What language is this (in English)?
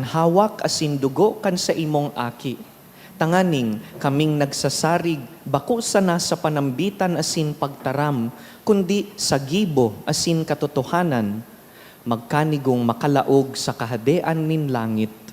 Bikol